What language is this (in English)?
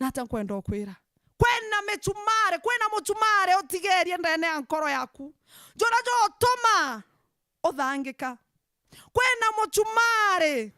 Meru